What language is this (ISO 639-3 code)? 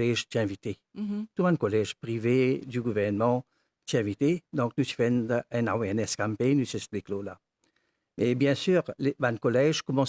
mfe